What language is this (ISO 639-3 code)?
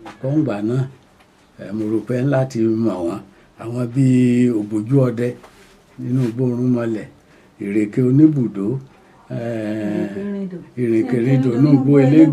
yor